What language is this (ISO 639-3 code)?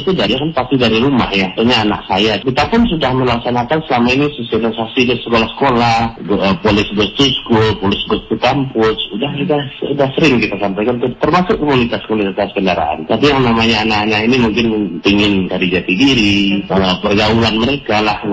ind